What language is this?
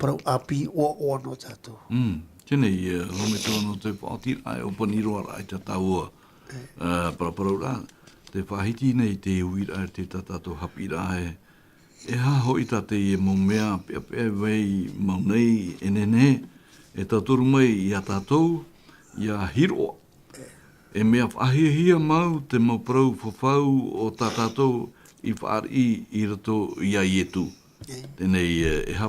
Tahitian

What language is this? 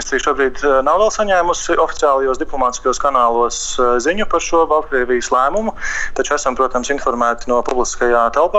Latvian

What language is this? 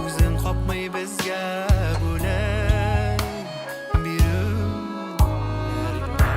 Bashkir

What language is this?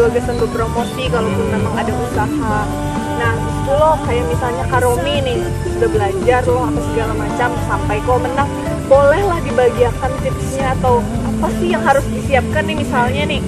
Banjar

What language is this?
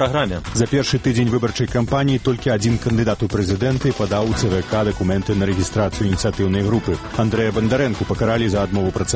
Belarusian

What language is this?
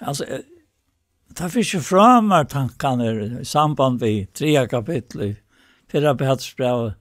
Faroese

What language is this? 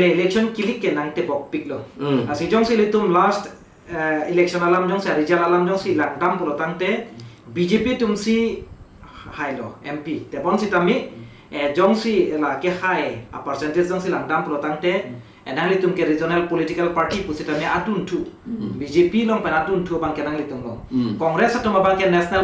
Karbi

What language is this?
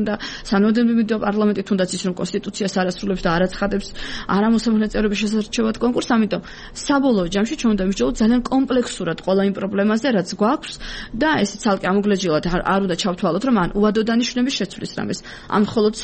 Georgian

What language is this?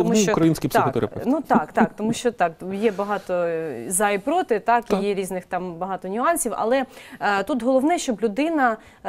Ukrainian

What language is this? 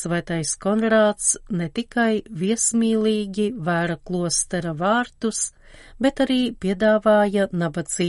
Latvian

